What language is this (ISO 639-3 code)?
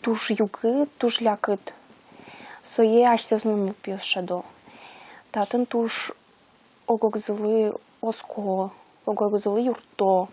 udm